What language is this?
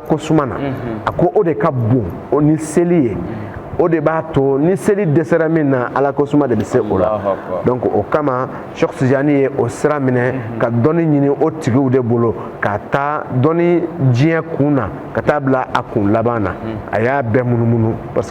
Bambara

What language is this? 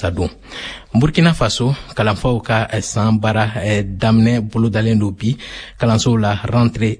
Bambara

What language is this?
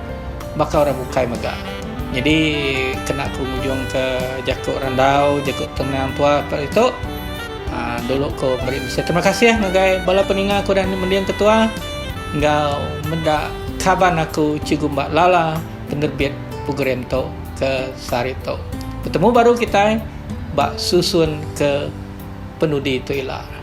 Iban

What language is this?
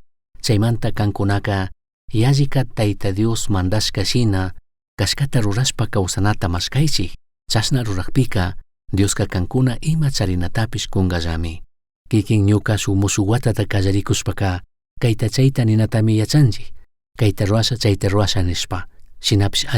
Chimborazo Highland Quichua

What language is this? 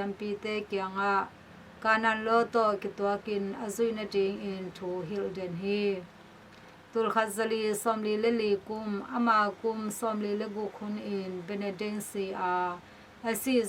Tedim Chin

